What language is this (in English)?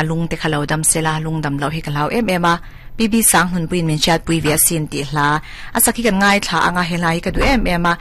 Mizo